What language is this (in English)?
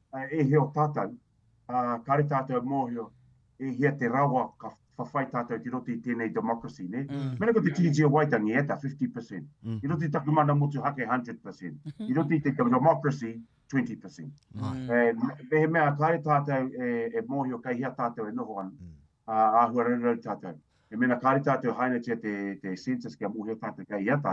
Māori